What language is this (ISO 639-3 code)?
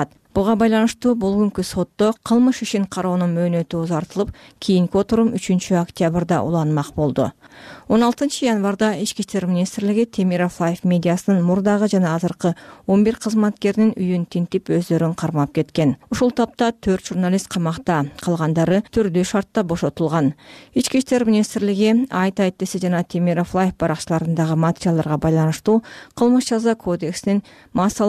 kir